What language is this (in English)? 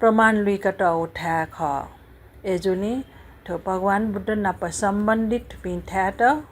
Newari